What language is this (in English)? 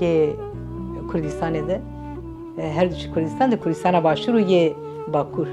Kurdish